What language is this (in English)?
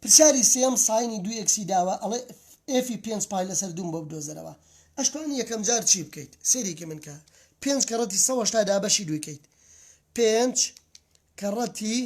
Central Kurdish